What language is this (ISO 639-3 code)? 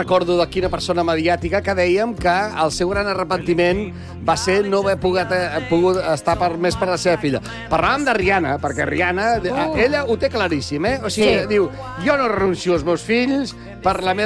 cat